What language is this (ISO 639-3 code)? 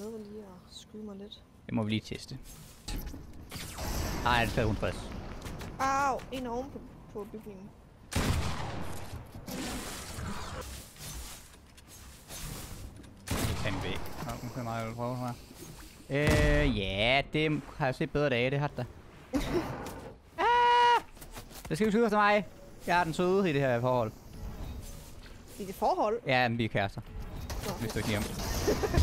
dan